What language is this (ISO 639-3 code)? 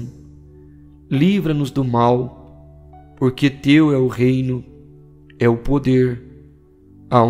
por